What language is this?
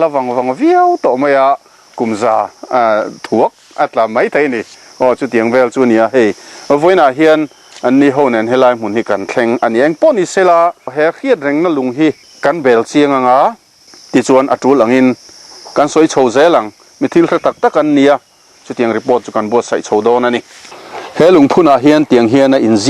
Mizo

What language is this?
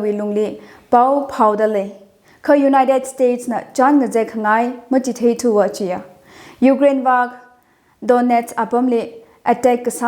Tangkhul Naga (India)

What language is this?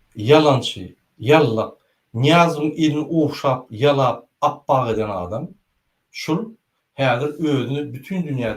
Turkmen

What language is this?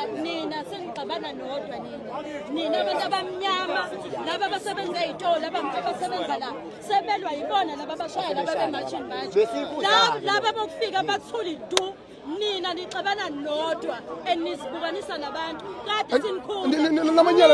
Zulu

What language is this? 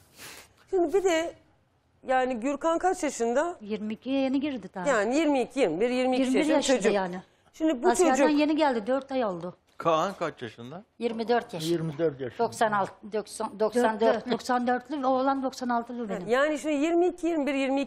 Turkish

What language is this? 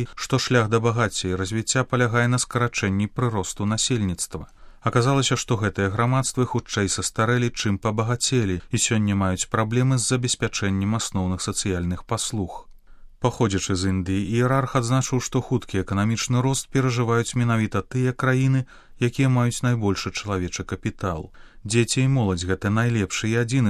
Belarusian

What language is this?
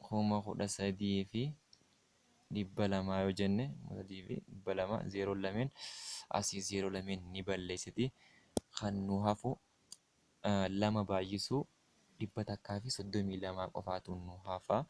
Oromo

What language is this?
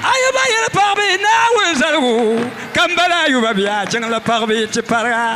Dagbani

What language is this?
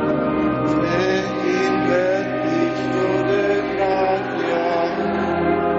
Basque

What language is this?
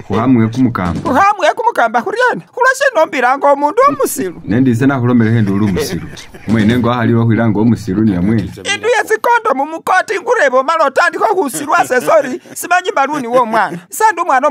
Masaaba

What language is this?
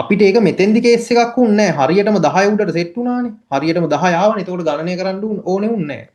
Sinhala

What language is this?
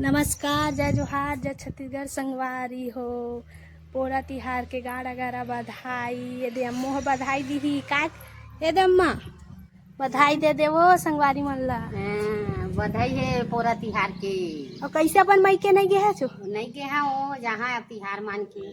Chhattisgarhi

